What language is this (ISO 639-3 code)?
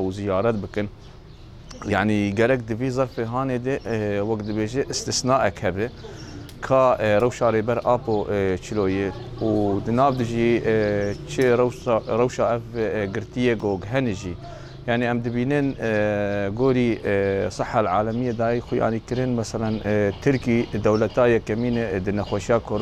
kur